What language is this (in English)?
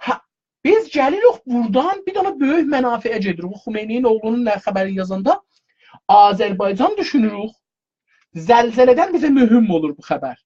South Azerbaijani